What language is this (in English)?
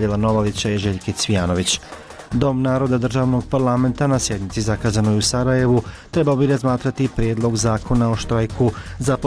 Bosnian